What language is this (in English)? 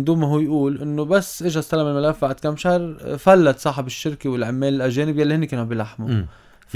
North Levantine Arabic